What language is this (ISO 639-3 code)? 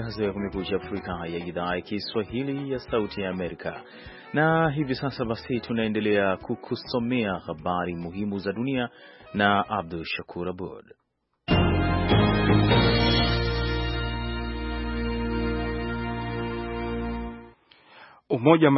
swa